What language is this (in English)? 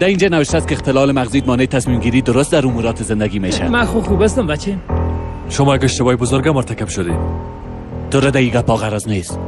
Persian